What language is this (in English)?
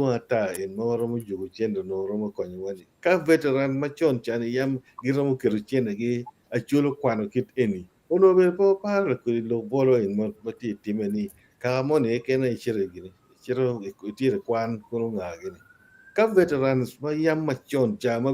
Acoli